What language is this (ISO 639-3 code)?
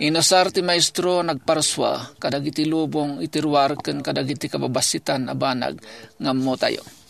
ilo